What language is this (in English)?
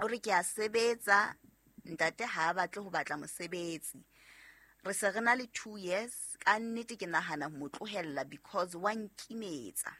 Southern Sotho